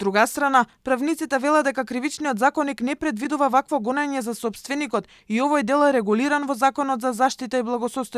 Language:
Macedonian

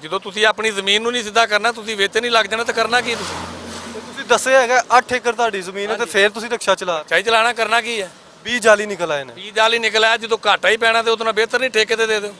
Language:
Western Panjabi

